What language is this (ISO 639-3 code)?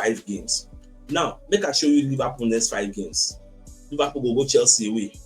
pcm